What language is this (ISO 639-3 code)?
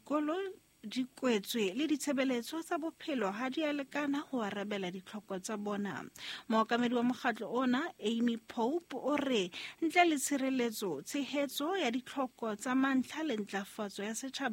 sot